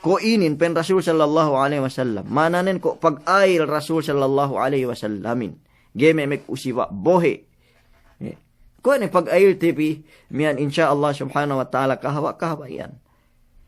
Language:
Yakan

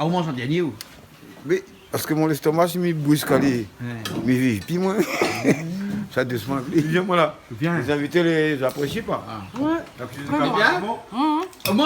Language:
Réunion Creole French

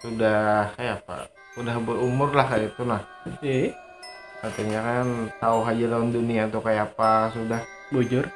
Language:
Banjar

